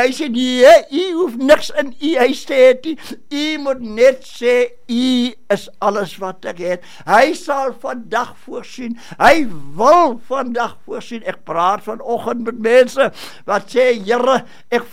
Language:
Afrikaans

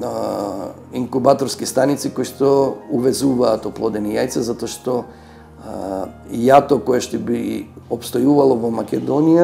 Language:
Macedonian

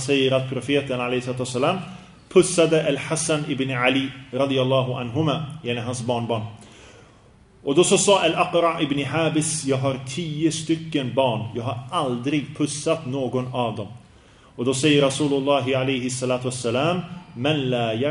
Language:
Swedish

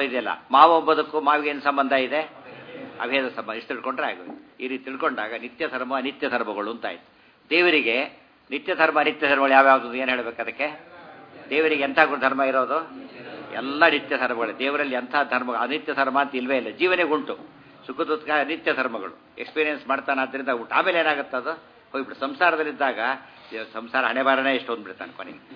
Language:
Kannada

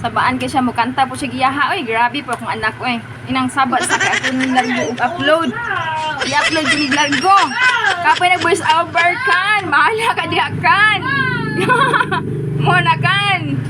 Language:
Cebuano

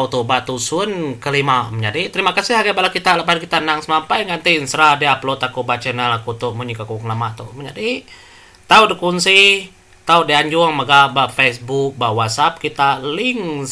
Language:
Iban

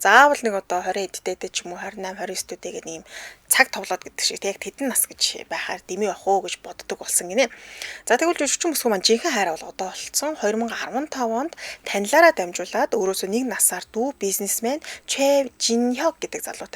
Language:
Mongolian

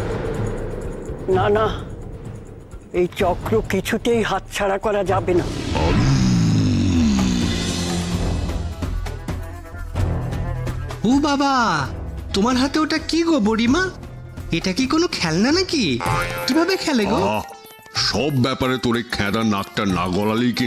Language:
Bangla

